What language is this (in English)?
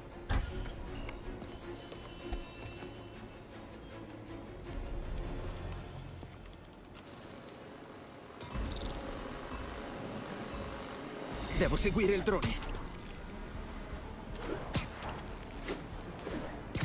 Italian